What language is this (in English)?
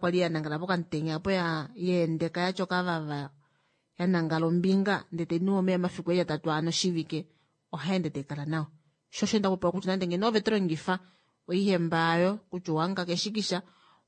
Kuanyama